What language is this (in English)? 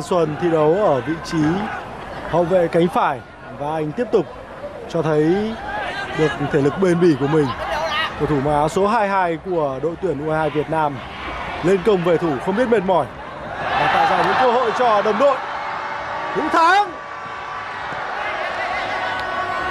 Vietnamese